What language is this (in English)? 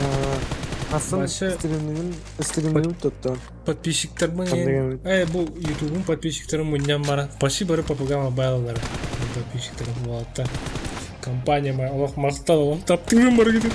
Yakut